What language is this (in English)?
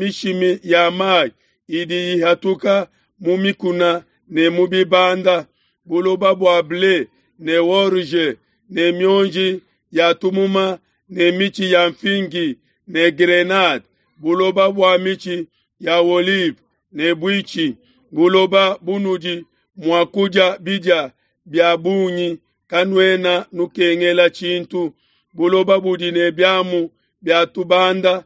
Luba-Lulua